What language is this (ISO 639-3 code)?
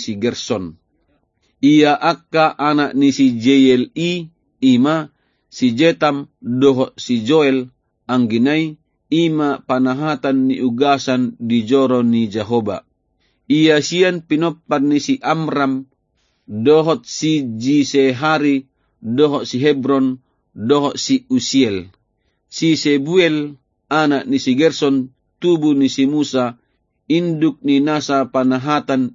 bbc